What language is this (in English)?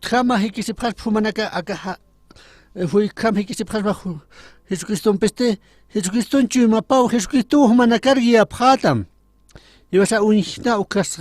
Aymara